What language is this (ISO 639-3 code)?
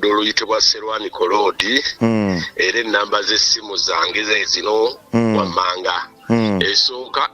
lug